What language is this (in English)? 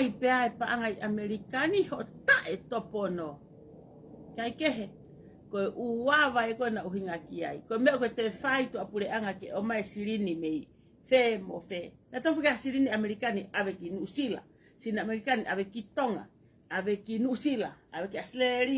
Tongan